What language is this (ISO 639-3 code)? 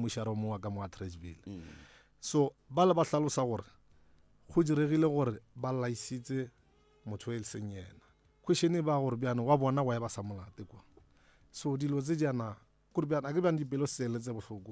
nso